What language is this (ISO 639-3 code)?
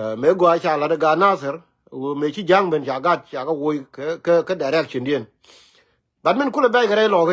nus